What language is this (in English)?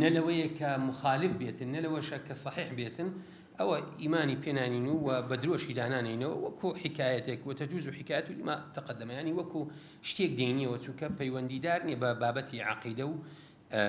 Central Kurdish